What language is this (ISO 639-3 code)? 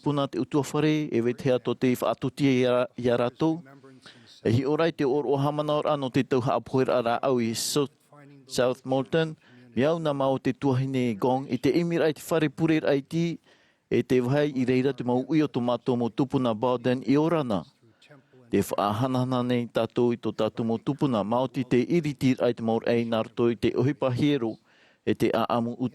tah